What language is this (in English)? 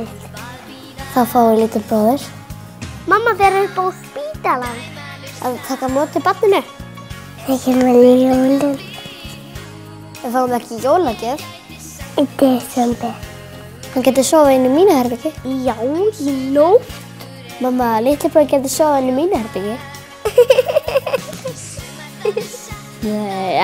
Icelandic